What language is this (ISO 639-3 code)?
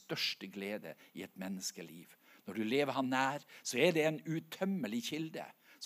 nor